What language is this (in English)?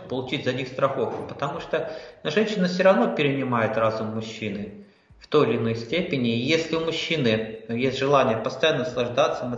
Russian